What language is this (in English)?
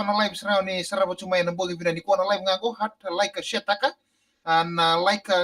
Fijian